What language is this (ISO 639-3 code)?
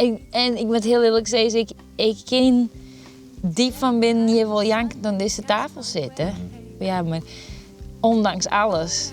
fry